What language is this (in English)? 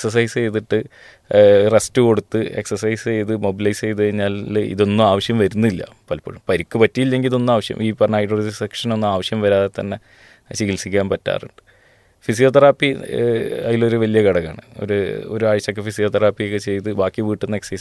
Malayalam